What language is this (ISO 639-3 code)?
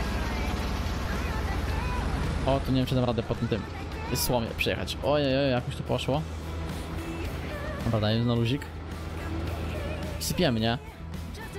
pol